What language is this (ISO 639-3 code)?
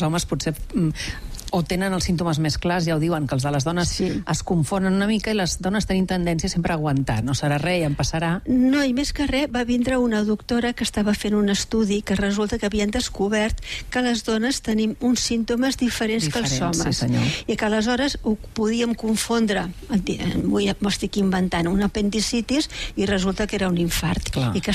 cat